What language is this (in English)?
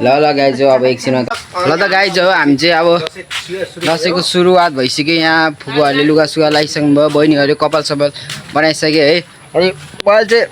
Nepali